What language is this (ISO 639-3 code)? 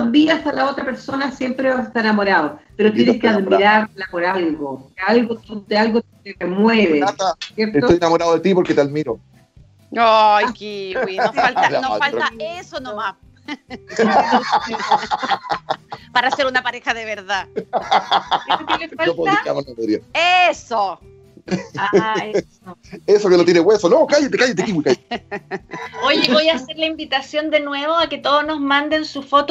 spa